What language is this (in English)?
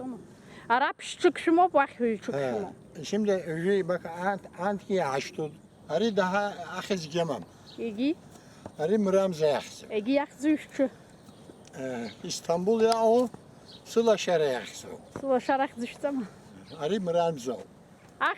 Abkhazian